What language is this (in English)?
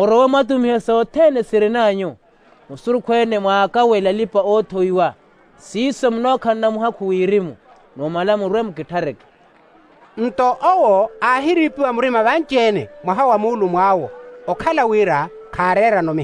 Makhuwa